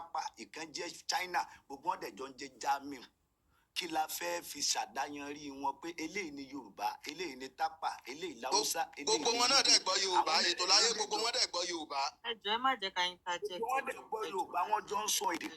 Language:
Yoruba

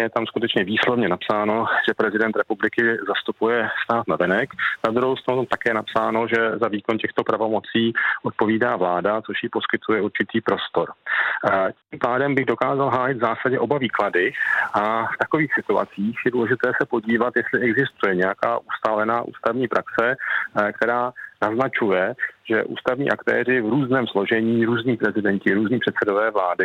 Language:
Czech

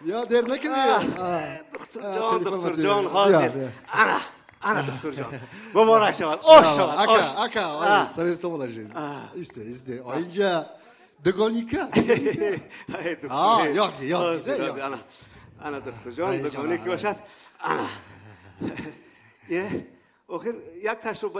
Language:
Tajik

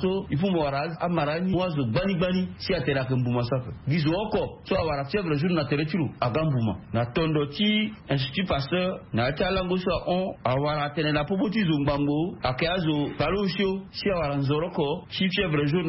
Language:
Sango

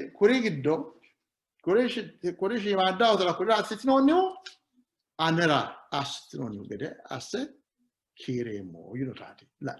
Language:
Sidamo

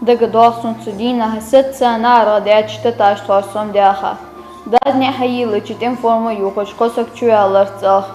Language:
Ingush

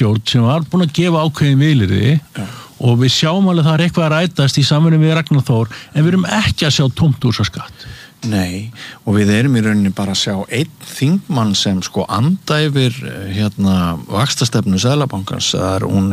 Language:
Icelandic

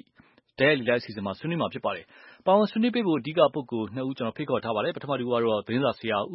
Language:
Burmese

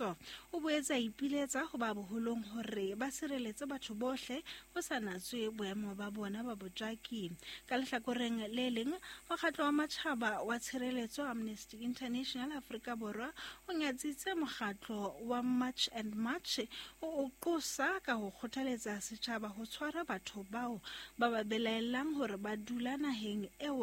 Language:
Southern Sotho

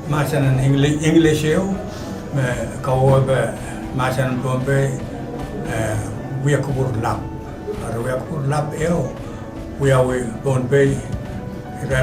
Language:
Pohnpeian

